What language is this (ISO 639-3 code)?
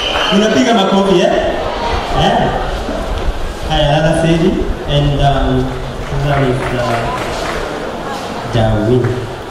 swa